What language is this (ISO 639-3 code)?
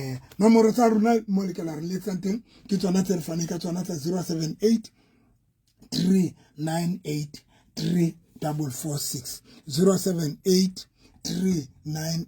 sot